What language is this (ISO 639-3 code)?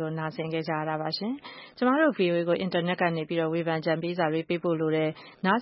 mya